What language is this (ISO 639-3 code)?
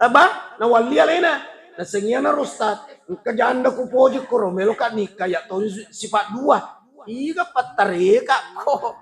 bug